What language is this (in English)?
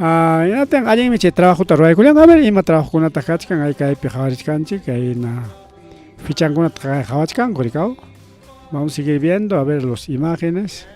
Ayacucho Quechua